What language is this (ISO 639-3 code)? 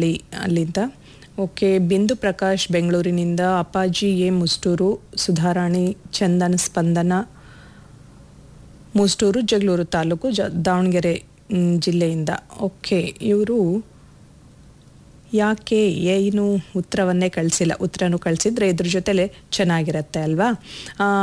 kan